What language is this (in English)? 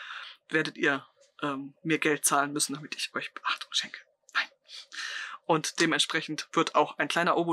German